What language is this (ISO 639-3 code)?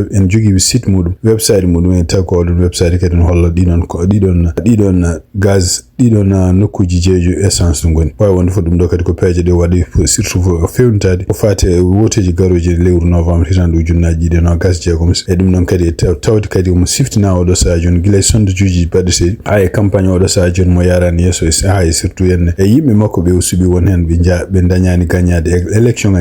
ful